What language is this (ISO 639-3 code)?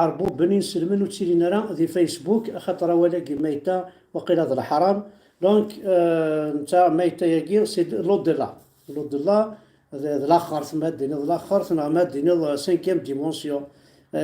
kab